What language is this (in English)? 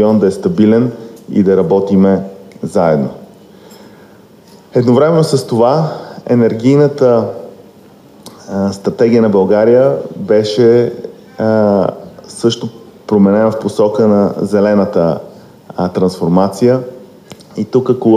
Bulgarian